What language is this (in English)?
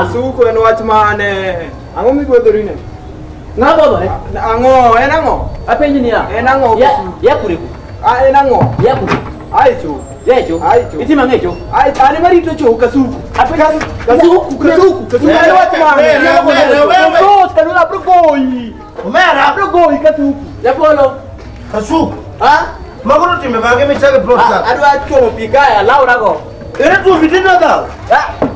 Luo (Kenya and Tanzania)